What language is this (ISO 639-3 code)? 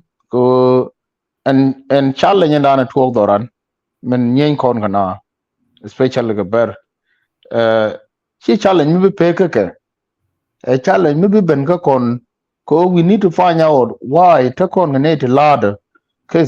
nus